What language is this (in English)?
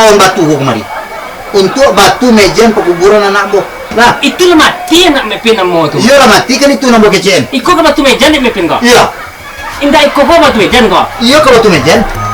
Minangkabau